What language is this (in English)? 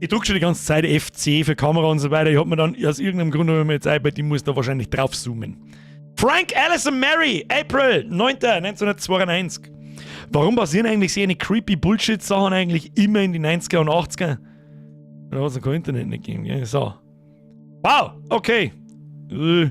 Bavarian